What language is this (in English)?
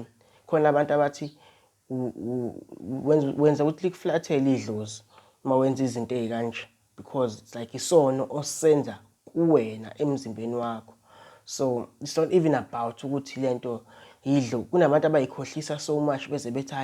Zulu